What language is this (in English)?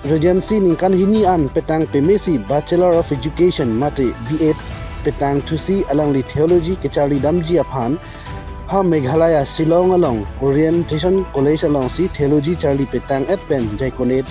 Karbi